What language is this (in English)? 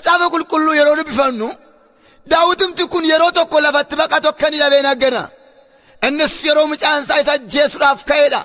Oromo